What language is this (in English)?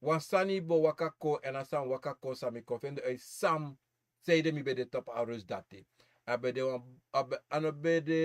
Sranan Tongo